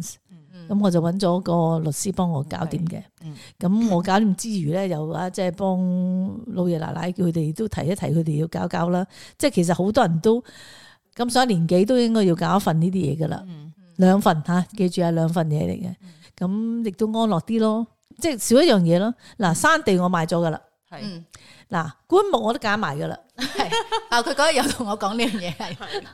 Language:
Cantonese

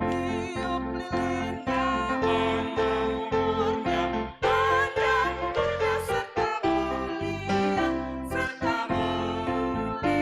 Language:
Batak Simalungun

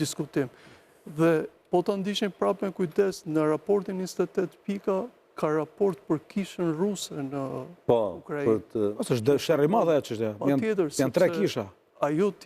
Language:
Albanian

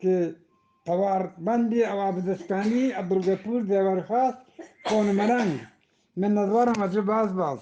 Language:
Eastern Balochi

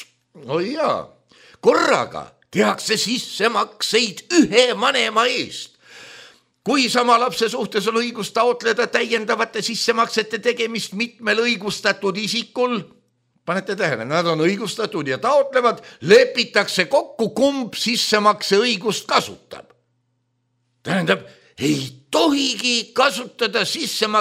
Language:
Estonian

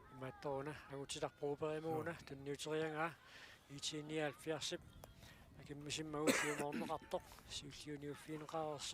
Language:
Kalaallisut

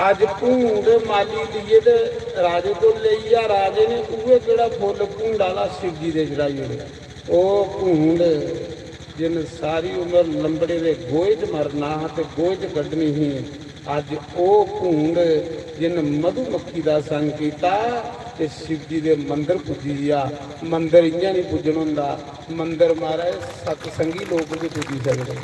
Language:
Dogri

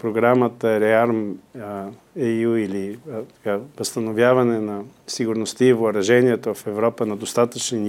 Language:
Bulgarian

